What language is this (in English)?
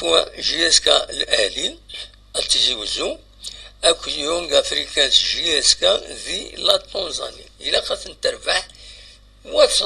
Kabyle